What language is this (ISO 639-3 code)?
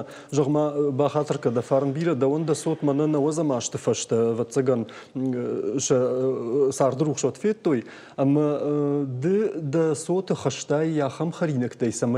oss